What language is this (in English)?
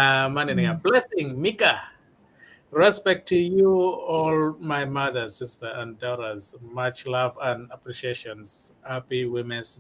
Acoli